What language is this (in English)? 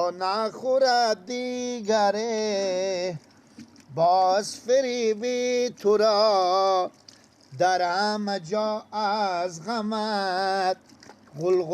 Persian